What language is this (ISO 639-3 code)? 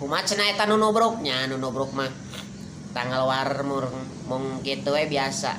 sun